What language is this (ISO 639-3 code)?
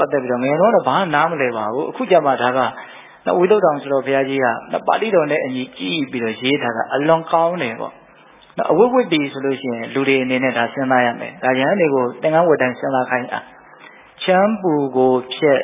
mya